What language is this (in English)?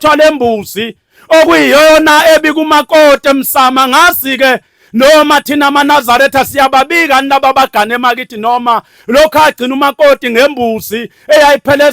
Zulu